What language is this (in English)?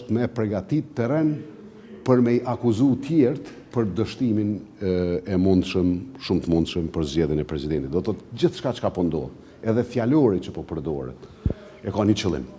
Albanian